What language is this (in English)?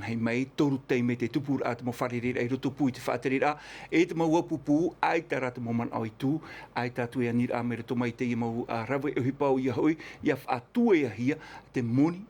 Tahitian